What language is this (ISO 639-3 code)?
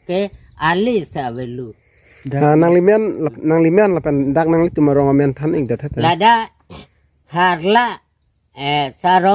mjw